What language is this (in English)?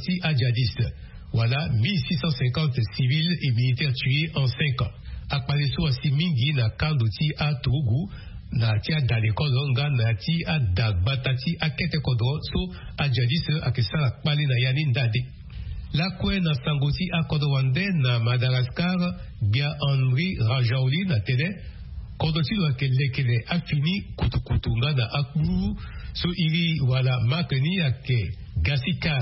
Sango